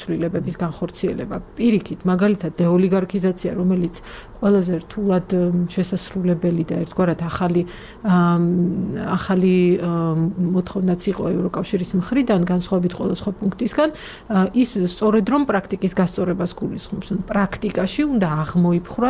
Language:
Georgian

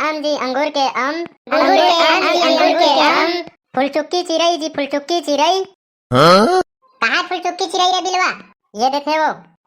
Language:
Chhattisgarhi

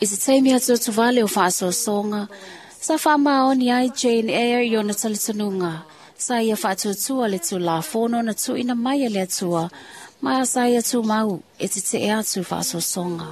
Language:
Samoan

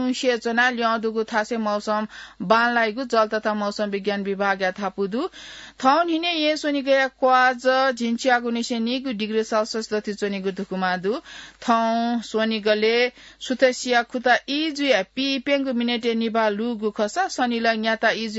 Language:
Newari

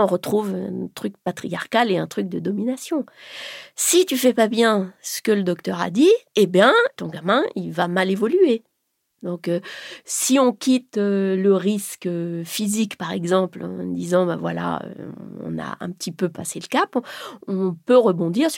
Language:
French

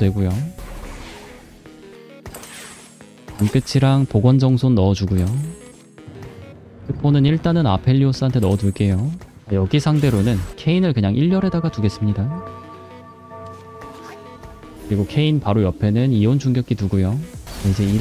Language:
Korean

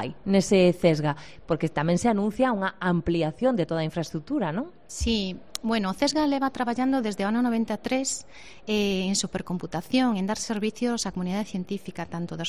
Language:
Galician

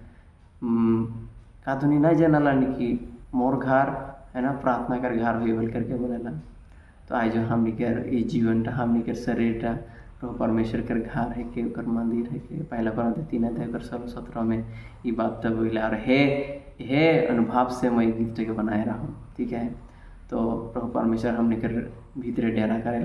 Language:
Sadri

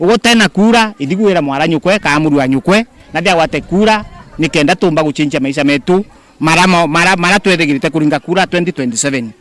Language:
Meru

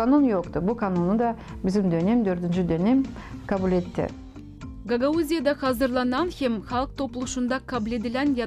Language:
Gagauz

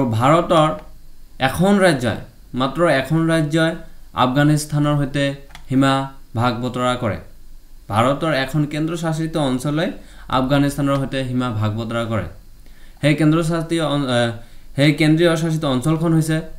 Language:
Assamese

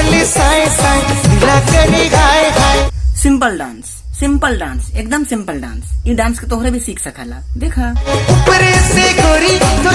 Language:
Sadri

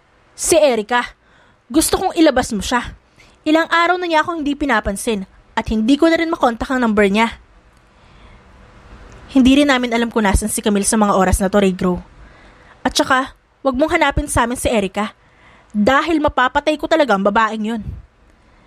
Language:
Filipino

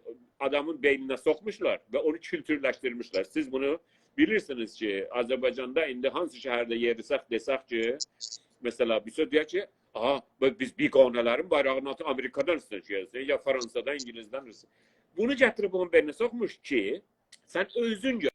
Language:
South Azerbaijani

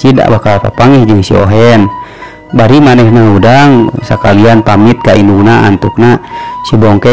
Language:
Sundanese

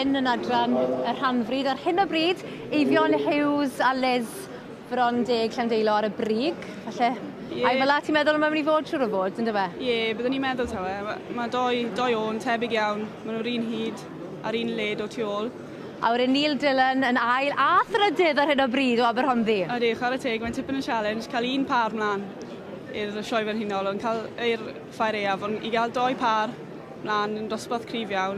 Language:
Welsh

